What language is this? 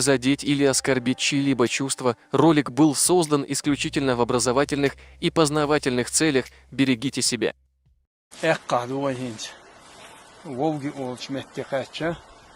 Chechen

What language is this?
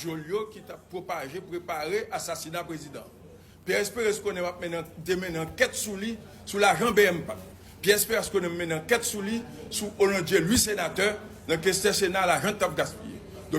Haitian Creole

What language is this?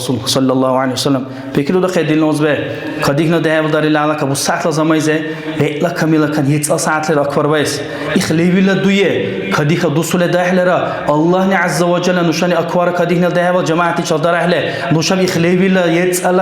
Dargwa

